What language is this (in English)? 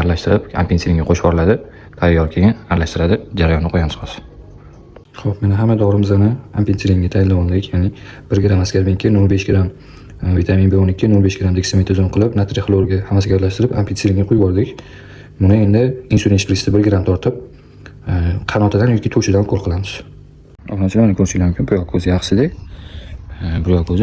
Uzbek